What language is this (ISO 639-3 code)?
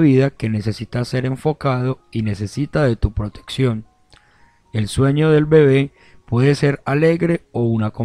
spa